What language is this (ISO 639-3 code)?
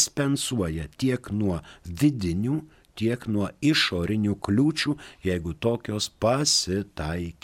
lit